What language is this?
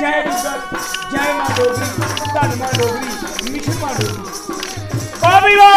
Dogri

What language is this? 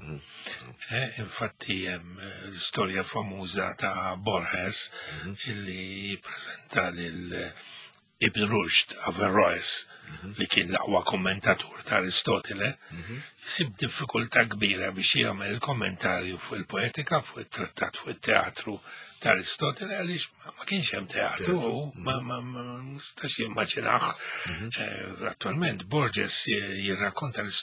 Maltese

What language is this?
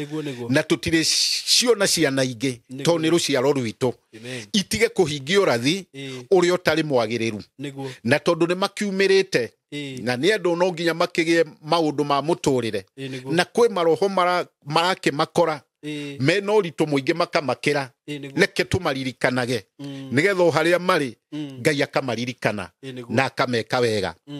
Kikuyu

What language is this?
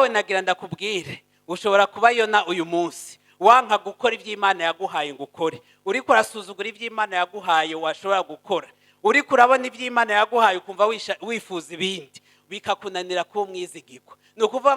Rundi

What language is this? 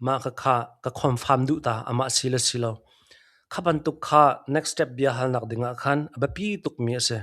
Hakha Chin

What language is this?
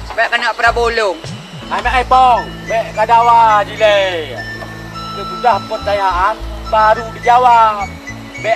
Achinese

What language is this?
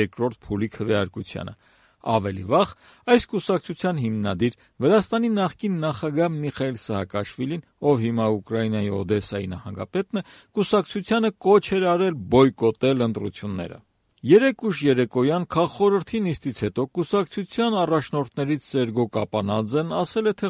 Armenian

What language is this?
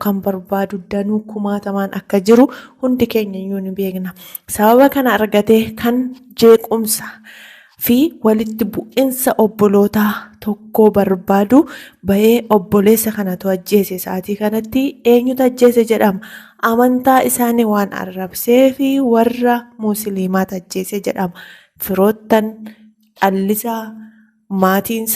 Oromo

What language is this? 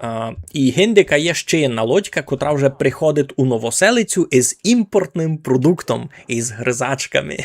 Rusyn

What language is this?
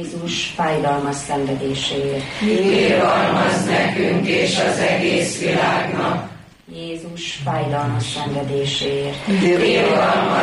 Hungarian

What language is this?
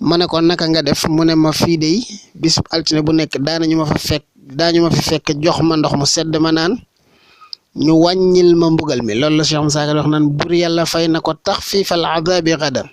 Wolof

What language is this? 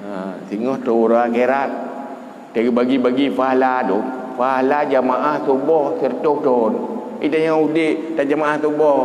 Achinese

